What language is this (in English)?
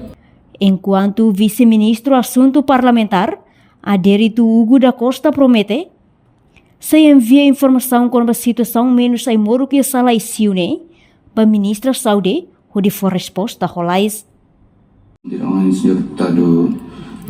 Tetum